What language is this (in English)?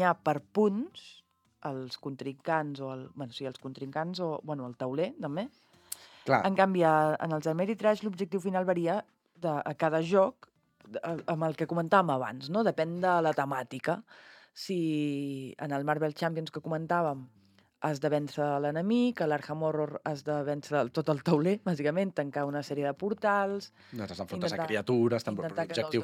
Catalan